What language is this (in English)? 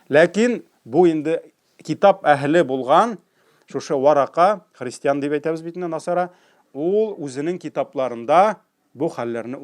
Tatar